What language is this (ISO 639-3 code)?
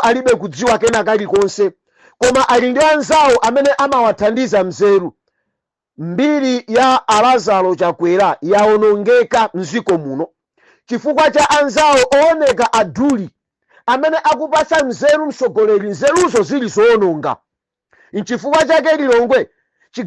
nya